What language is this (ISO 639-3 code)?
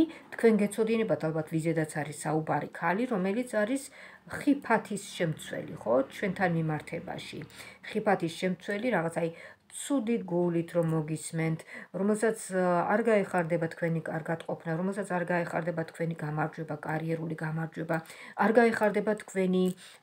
kat